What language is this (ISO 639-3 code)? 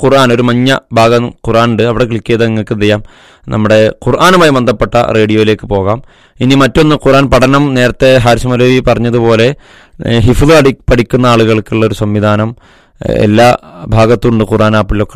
mal